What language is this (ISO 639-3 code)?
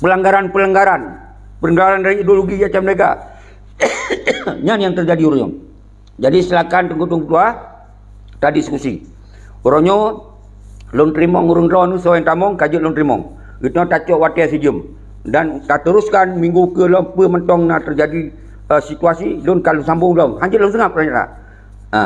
ace